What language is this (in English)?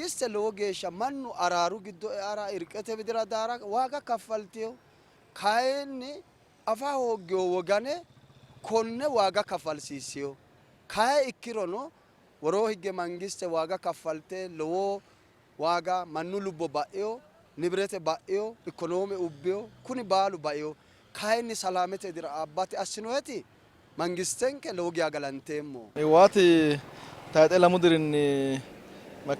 Sidamo